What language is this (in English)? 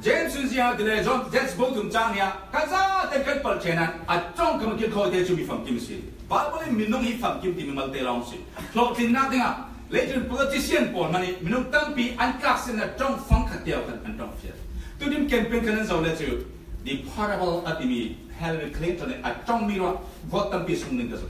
Falam Chin